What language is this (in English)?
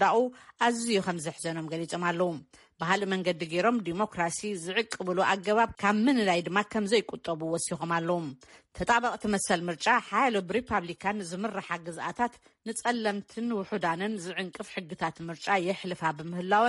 Tigrinya